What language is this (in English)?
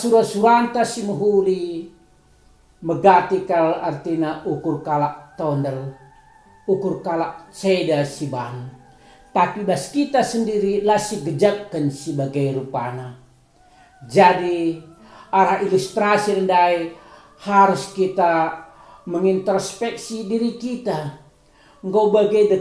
Batak Karo